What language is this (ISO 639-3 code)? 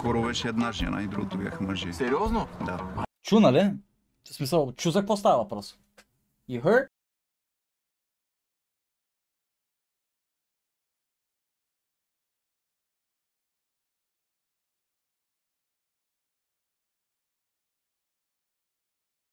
bul